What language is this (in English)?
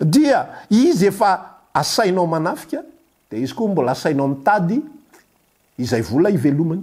Malagasy